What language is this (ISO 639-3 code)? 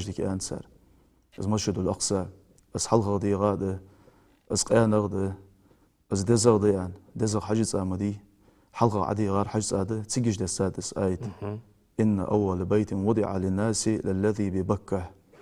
inh